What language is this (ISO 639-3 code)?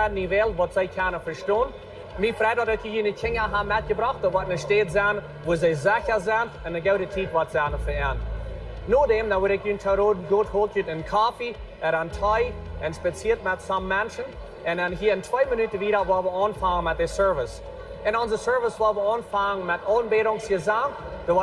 pdt